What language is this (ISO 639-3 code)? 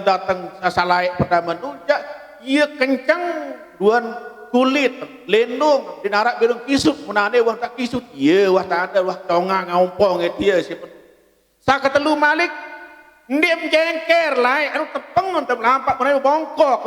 sas